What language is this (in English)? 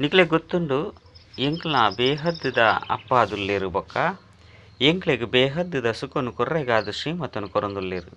Tulu